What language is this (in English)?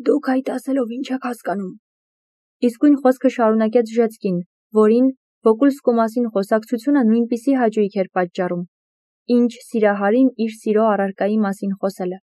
Armenian